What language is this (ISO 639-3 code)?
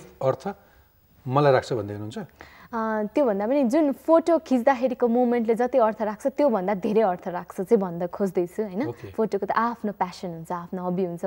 nep